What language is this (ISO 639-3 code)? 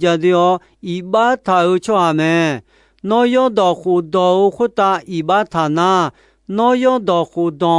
ahk